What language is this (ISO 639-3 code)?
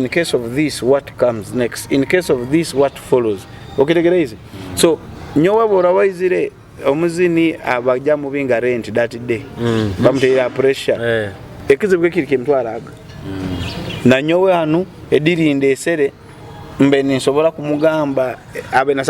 nyo